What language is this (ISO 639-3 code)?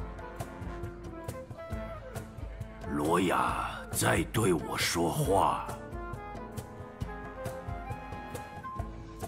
zho